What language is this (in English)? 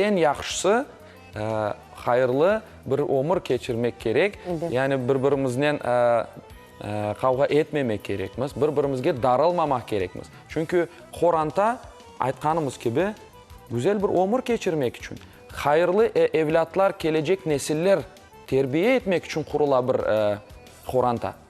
Crimean Tatar